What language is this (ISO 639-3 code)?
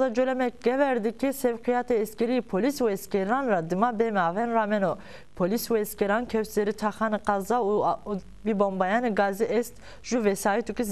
zza